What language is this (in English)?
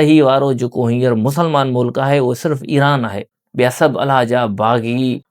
Sindhi